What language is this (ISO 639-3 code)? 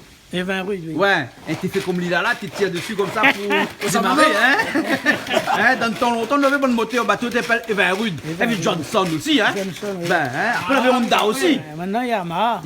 rcf